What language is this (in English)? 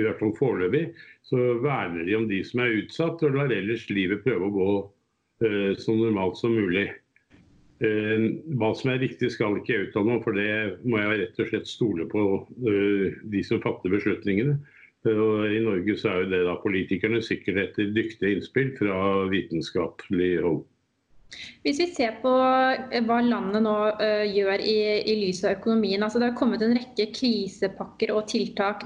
Norwegian